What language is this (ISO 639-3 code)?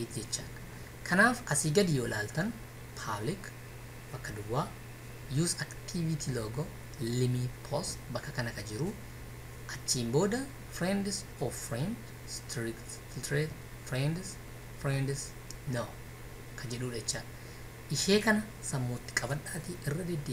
orm